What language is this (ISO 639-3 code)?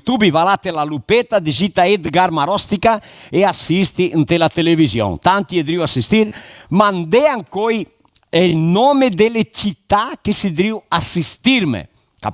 vec